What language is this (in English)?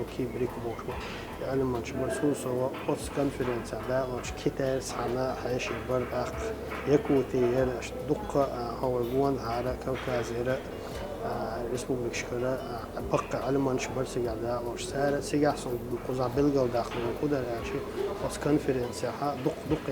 Chechen